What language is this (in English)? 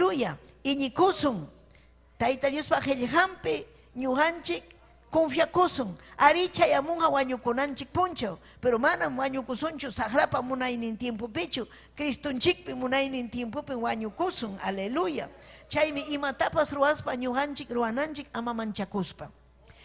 Ayacucho Quechua